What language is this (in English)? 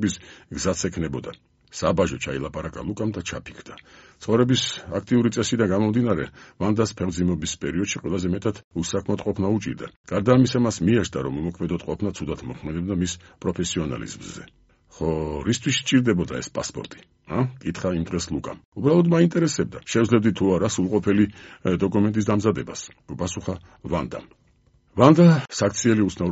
Georgian